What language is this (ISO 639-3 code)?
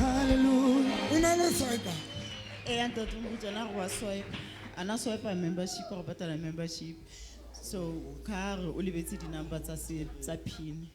sot